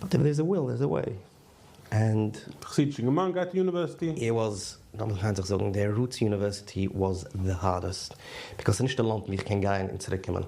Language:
Yiddish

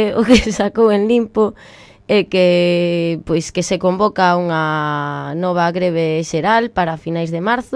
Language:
Galician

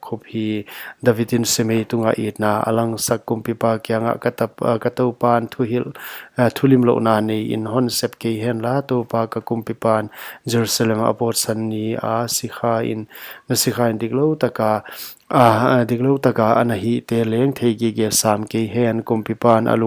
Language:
Paite Chin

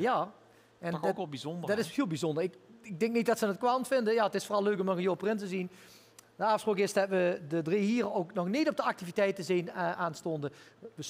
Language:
Limburgish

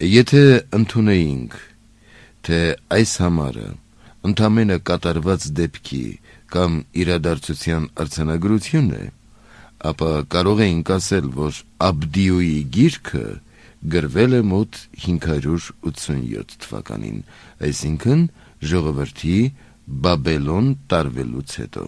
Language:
Armenian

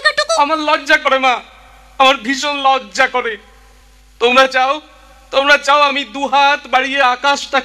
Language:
Bangla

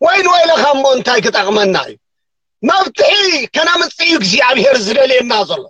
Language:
Tigrinya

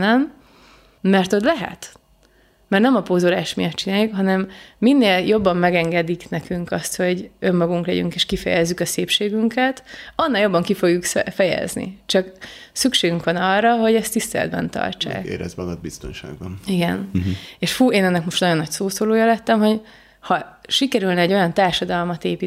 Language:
Hungarian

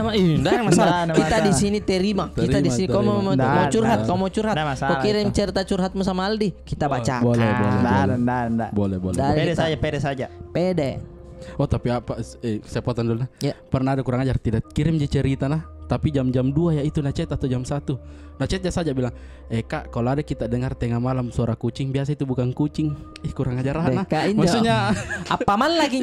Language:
Makassar Malay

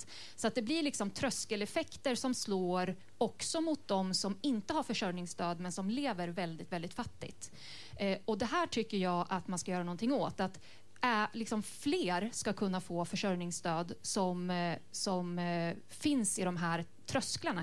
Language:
Swedish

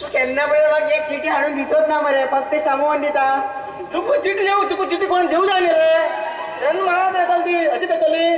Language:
Konkani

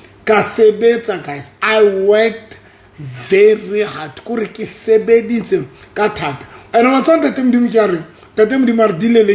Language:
Southern Sotho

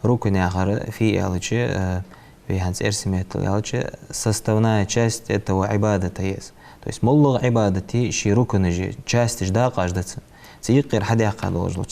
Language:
Ingush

